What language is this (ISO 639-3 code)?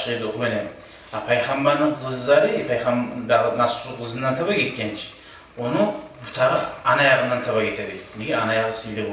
kum